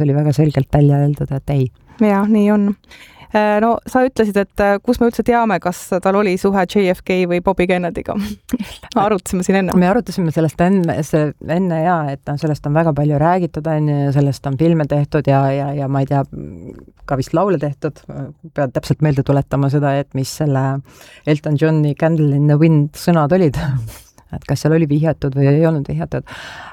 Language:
Estonian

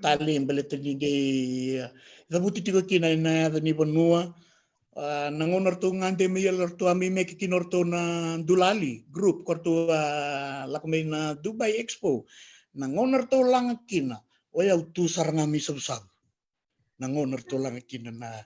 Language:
Fijian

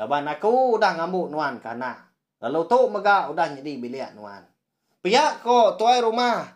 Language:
Iban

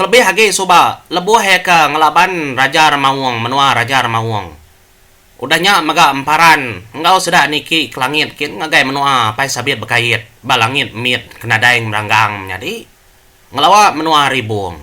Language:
Iban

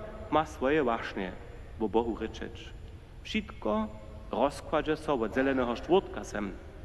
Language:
Upper Sorbian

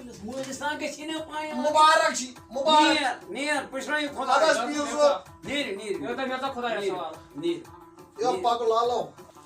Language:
Kashmiri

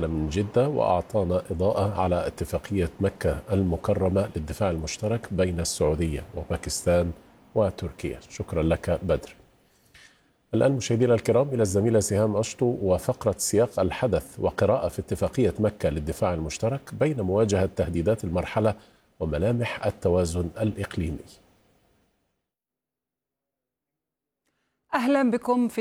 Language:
Arabic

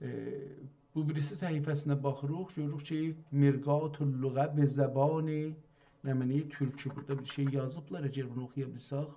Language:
South Azerbaijani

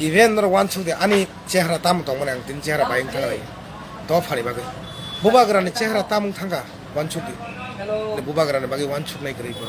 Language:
Kok Borok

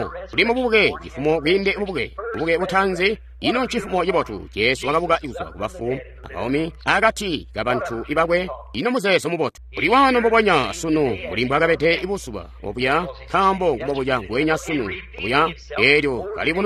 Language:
Tonga (Zambia)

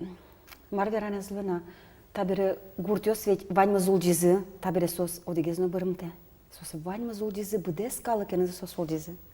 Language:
Udmurt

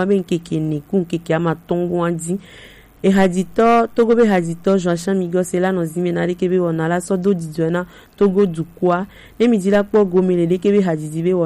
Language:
Gen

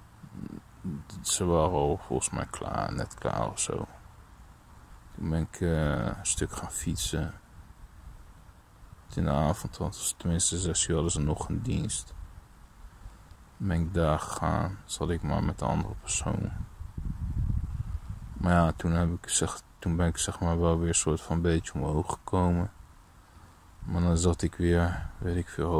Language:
Dutch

